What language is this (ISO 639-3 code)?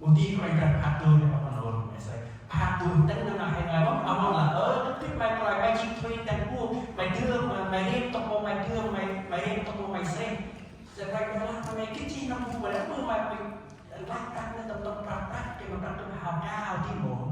cmo